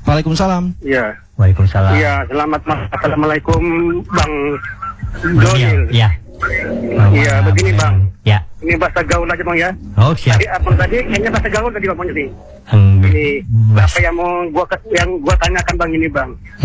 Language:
Indonesian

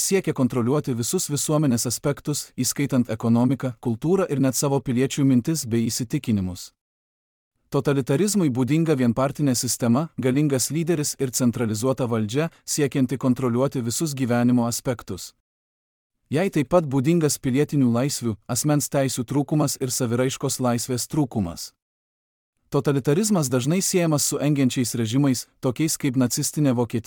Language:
Lithuanian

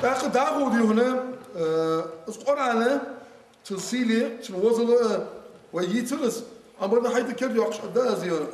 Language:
Ingush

